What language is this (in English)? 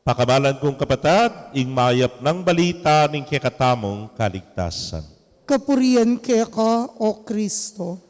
Pampanga